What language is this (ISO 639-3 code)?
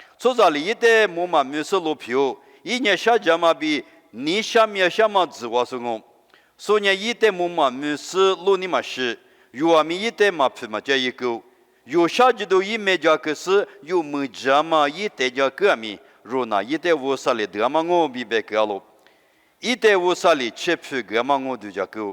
lis